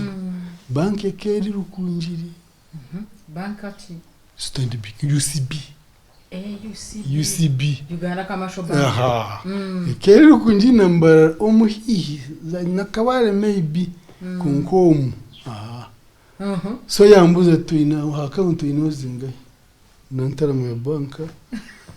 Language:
Nyankole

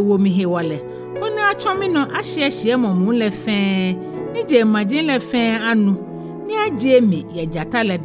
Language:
Ga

